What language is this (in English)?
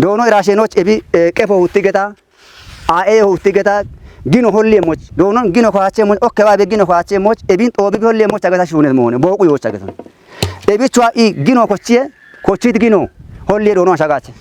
Kafa